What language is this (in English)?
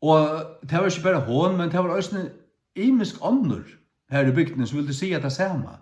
Faroese